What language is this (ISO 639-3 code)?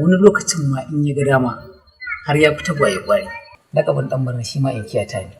hau